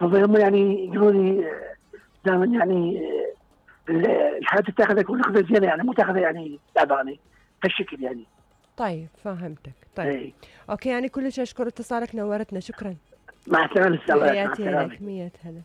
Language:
Mesopotamian Arabic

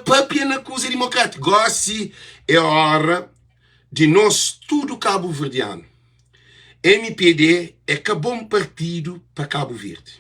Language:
Kabuverdianu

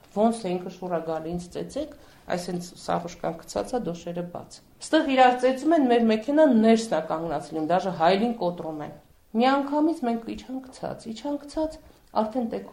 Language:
Armenian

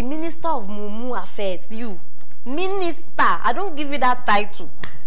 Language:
Nigerian Pidgin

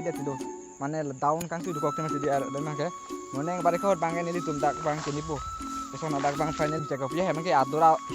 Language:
Karbi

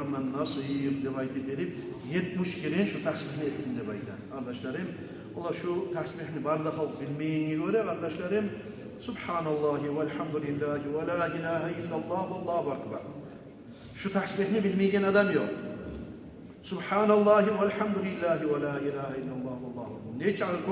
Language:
Kumyk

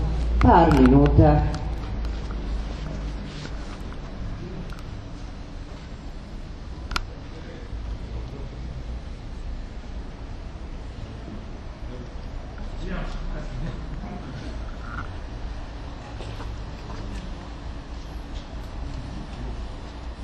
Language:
Serbian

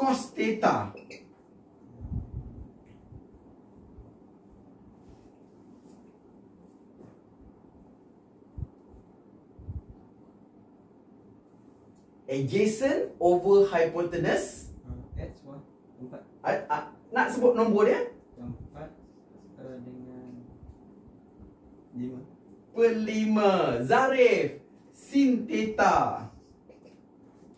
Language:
Malay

